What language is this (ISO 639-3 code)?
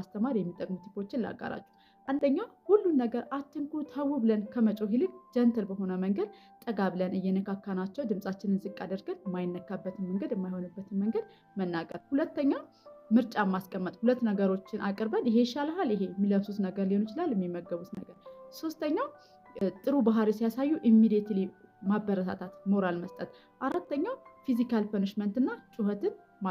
amh